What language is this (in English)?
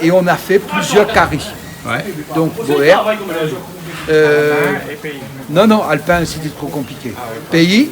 Réunion Creole French